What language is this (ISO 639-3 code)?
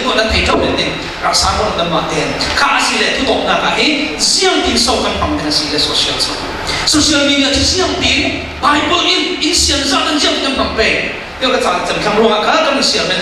cfm